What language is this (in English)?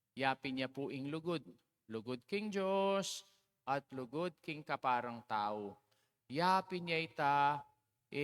Pampanga